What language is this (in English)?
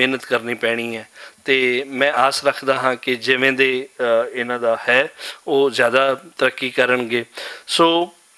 Western Panjabi